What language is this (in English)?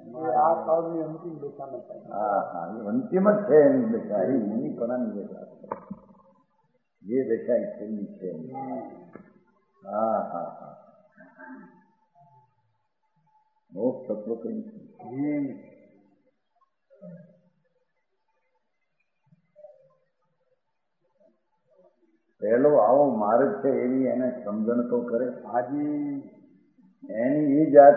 Gujarati